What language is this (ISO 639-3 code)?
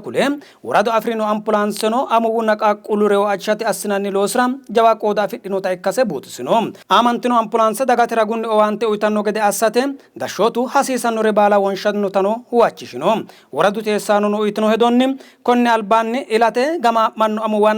sid